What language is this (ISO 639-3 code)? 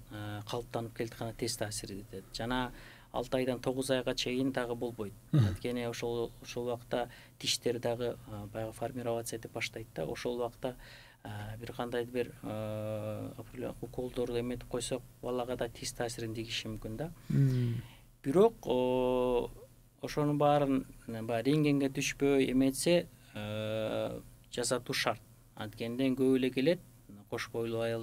kir